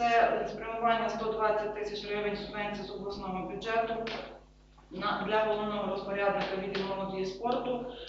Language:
Ukrainian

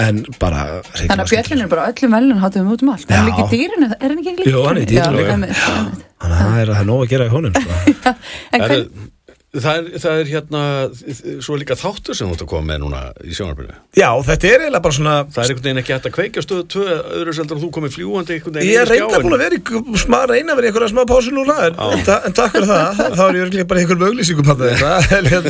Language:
Icelandic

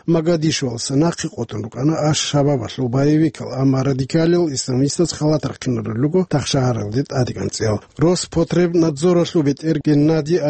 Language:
Avaric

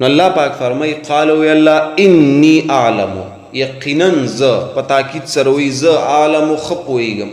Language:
Pashto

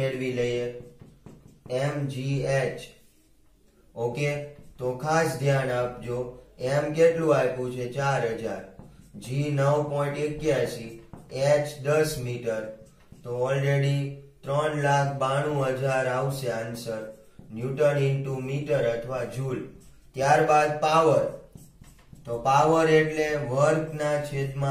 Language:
Gujarati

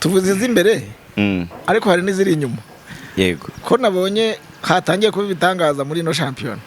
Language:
Kinyarwanda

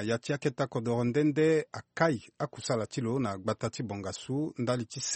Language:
Sango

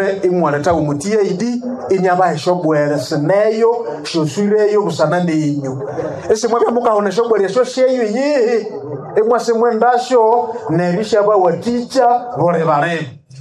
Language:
Nande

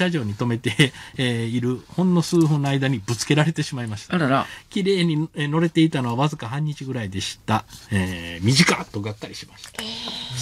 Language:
Japanese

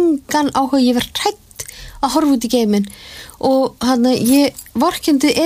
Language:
Icelandic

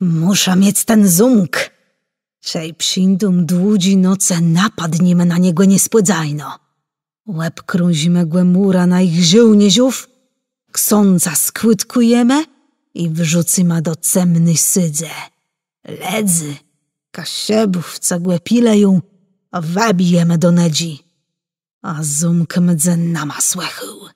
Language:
Kashubian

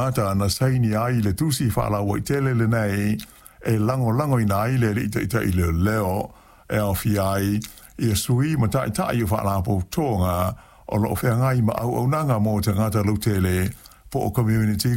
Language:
Samoan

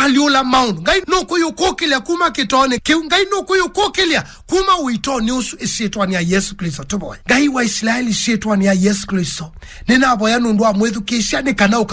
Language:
Kamba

